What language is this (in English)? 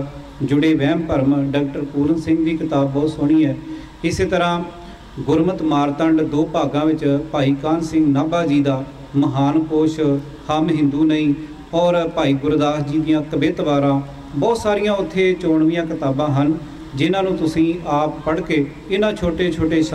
Punjabi